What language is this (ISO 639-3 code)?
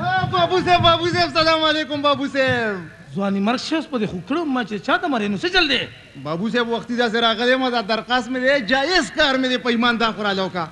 pus